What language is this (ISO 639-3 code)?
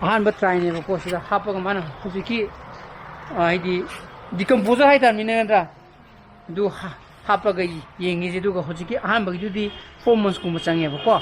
mni